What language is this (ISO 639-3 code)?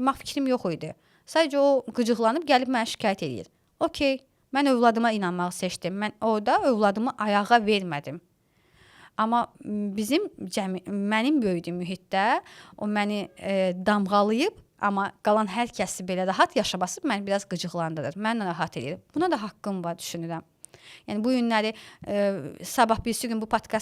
aze